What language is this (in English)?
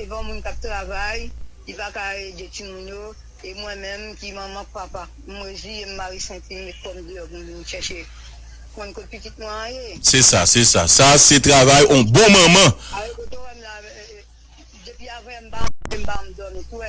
Haitian Creole